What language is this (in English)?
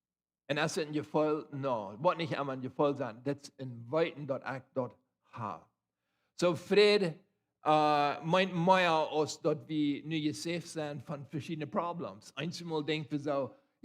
Plautdietsch